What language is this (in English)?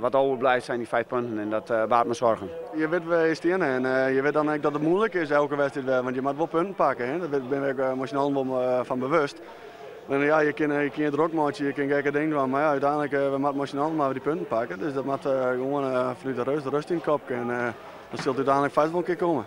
Western Frisian